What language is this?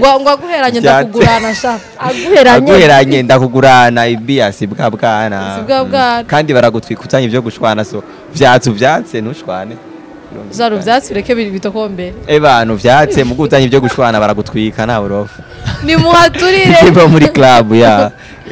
Rundi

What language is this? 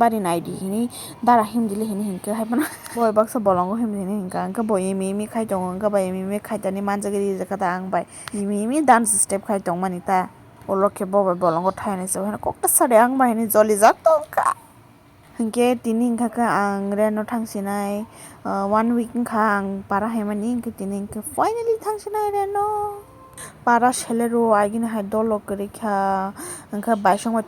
Kok Borok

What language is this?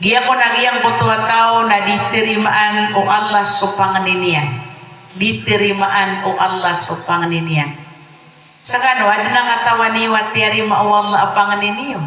Maranao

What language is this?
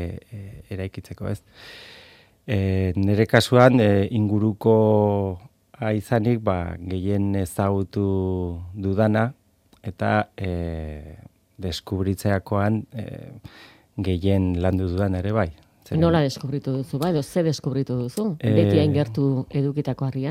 Basque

